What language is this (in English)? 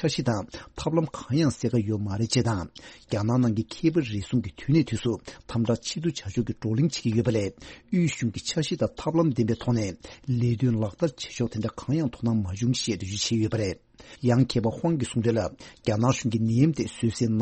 Tibetan